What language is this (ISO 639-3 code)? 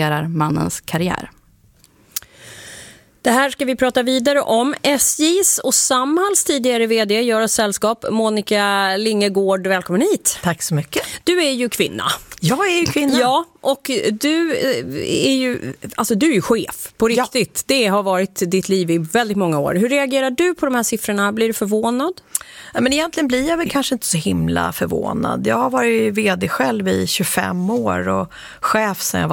swe